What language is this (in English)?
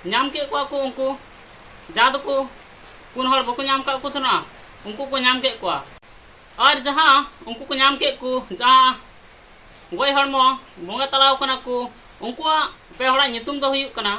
Santali